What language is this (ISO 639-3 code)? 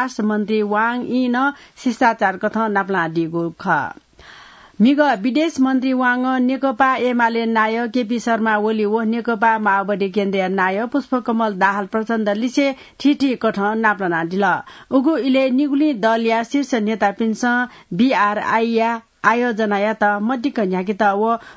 new